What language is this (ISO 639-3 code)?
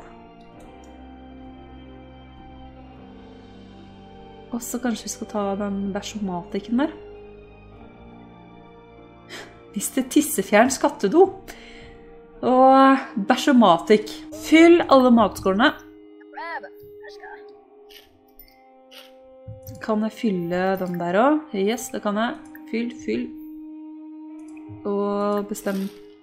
nor